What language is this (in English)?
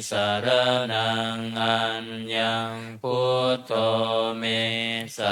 Pali